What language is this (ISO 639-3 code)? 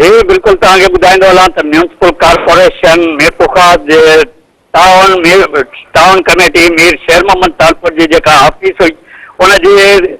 snd